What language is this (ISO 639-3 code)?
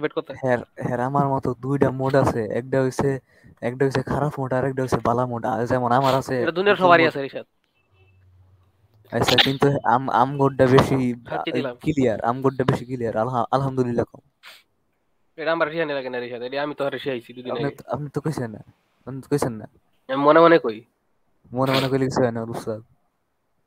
ben